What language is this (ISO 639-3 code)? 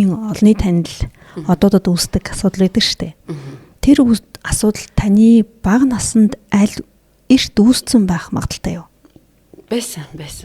mon